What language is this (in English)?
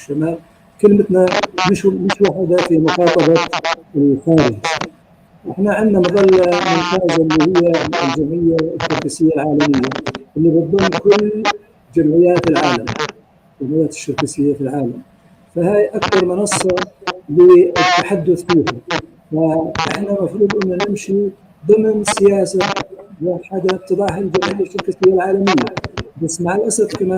North Levantine Arabic